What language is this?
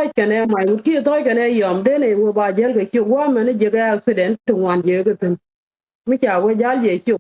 Nuer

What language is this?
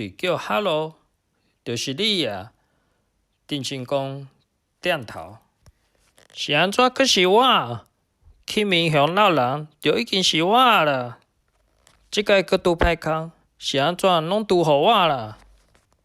Min Nan Chinese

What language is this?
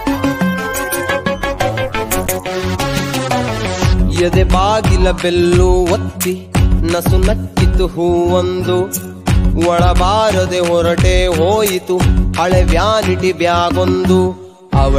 Kannada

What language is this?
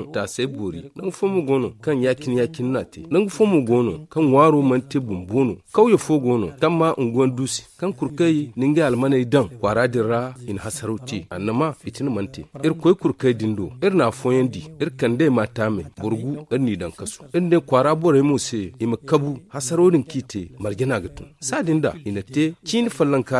Zarma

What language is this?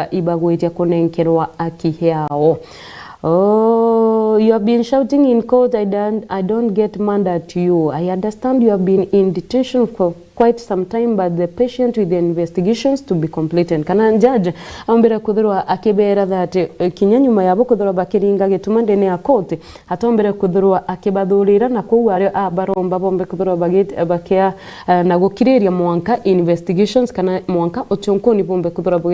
Meru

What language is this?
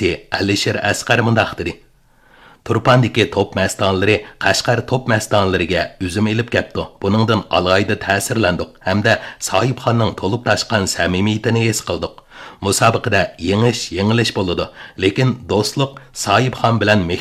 Uyghur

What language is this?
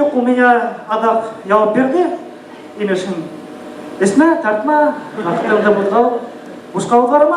Bashkir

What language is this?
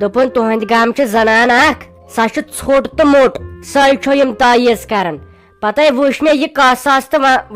Kashmiri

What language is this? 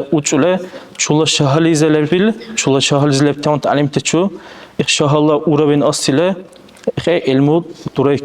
Dargwa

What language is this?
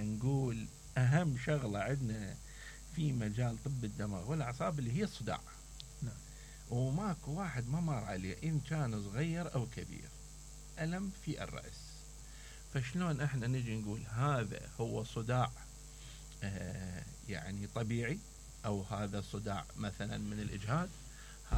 Mesopotamian Arabic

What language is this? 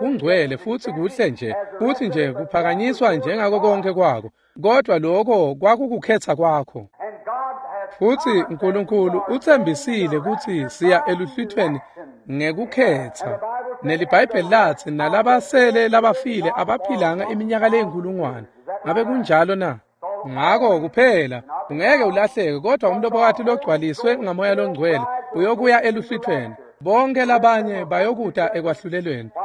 Swati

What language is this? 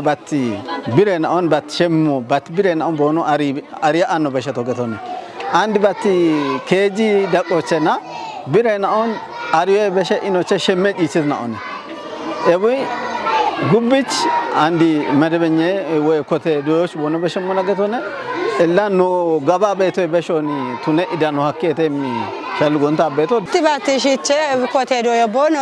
Kafa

